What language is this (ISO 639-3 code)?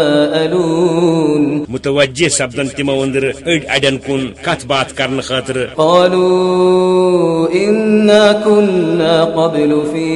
kas